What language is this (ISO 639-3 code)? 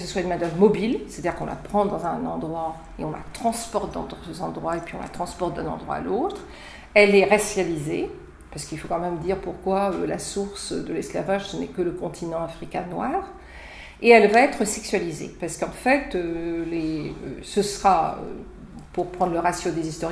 fra